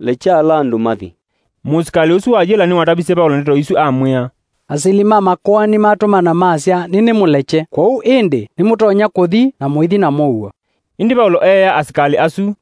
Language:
Kamba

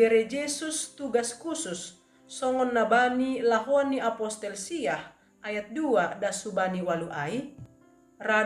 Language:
Batak Simalungun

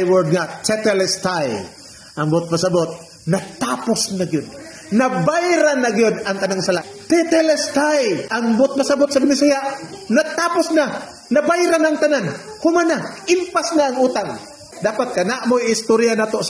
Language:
Cebuano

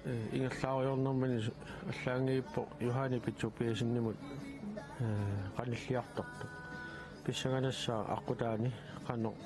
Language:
Kalaallisut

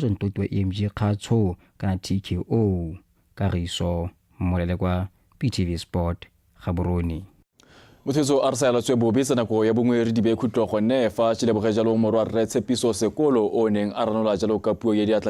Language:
Tswana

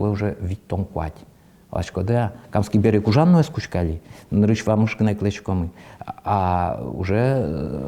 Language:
Udmurt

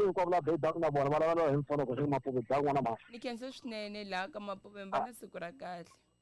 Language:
Tsonga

